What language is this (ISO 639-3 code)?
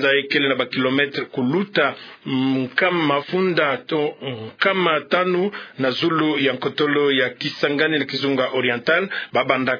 ktu